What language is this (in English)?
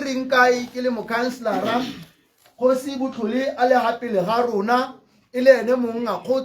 Tswana